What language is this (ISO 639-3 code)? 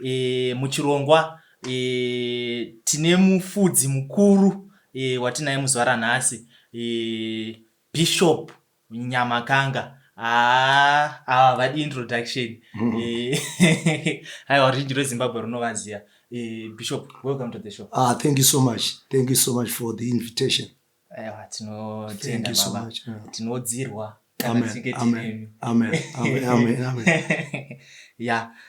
sna